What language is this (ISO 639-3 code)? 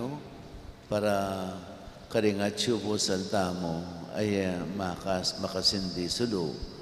pam